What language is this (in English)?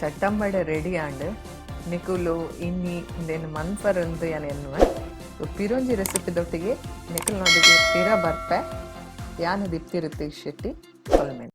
Tulu